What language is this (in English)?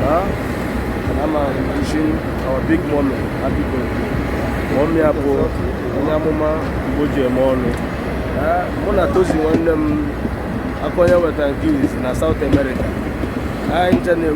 Igbo